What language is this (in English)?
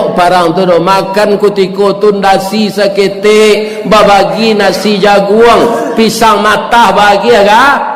Minangkabau